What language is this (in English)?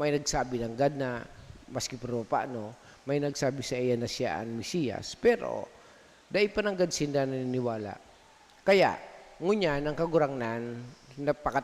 Bikol